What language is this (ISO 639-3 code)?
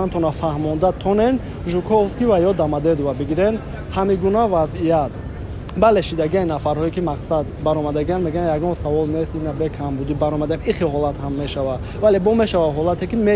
tgk